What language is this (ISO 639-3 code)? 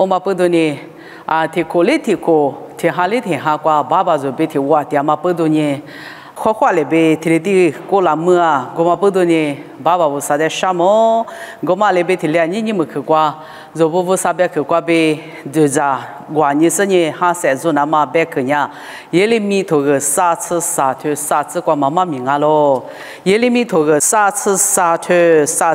lis